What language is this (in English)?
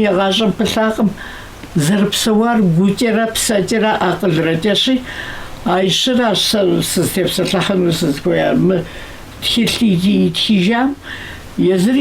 Kabardian